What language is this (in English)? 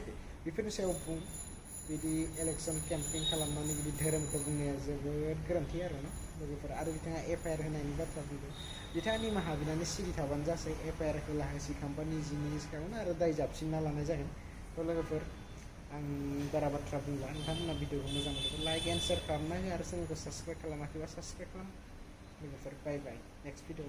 Bodo